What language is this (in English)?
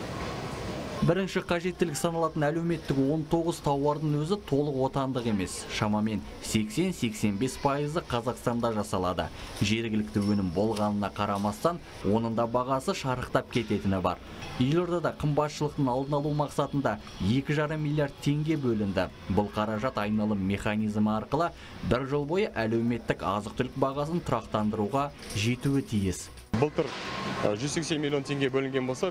Kazakh